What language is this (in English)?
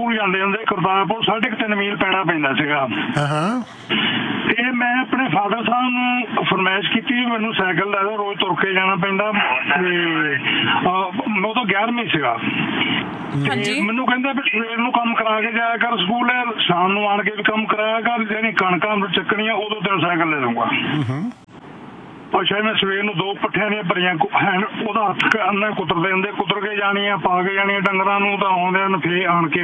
Punjabi